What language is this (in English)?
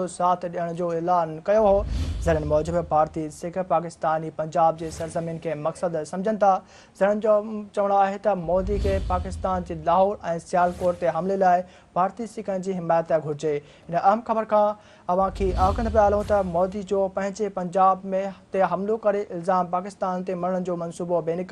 Sindhi